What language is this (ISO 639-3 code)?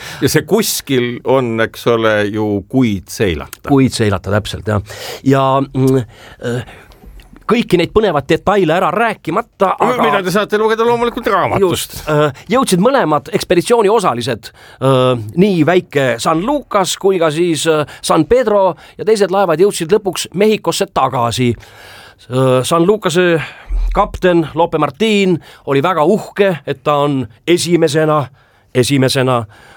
est